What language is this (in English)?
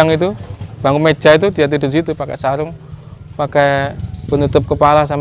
Indonesian